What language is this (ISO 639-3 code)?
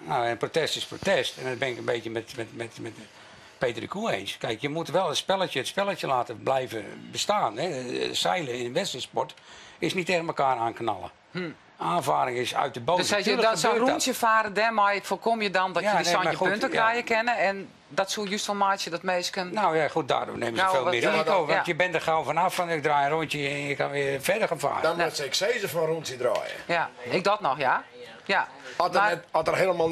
fry